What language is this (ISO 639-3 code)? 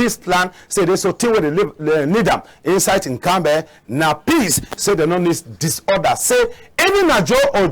wes